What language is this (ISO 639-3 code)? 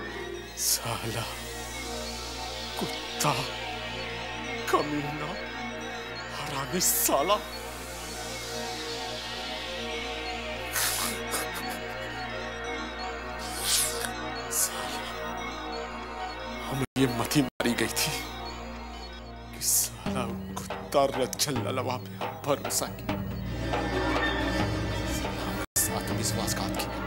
hin